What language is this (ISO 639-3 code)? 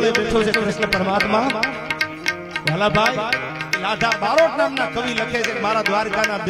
guj